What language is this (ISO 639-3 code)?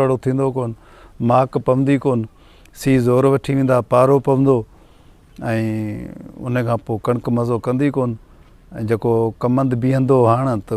snd